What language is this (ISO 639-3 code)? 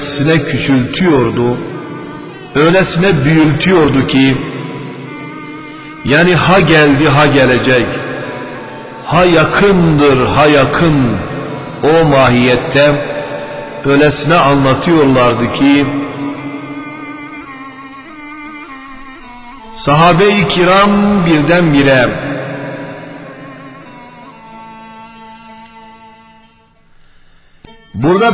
tur